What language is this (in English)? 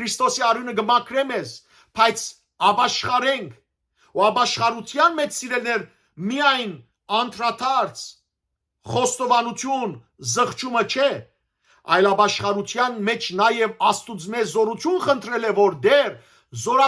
Western Armenian